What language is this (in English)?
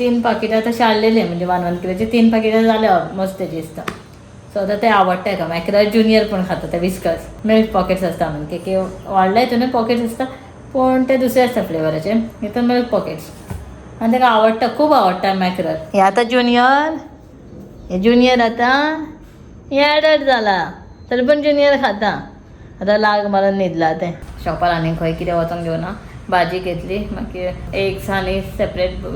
Konkani